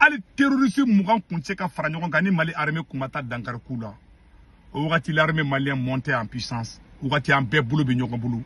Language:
Bambara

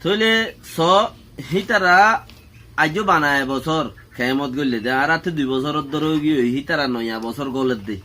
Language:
Rohingya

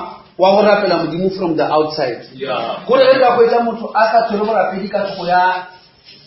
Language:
Northern Sotho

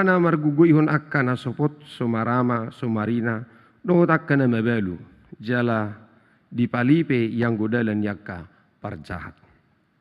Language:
Batak Toba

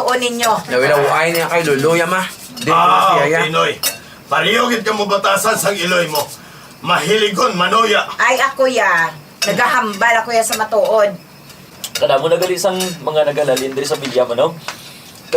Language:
Hiligaynon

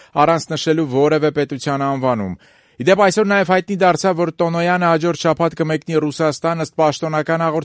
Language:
Armenian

